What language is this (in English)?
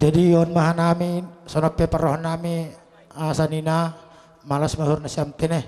Batak Simalungun